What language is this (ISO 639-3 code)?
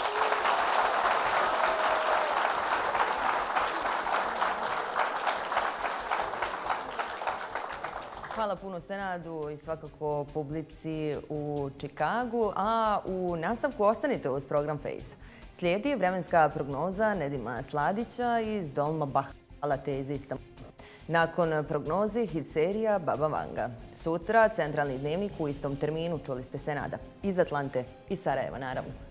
bos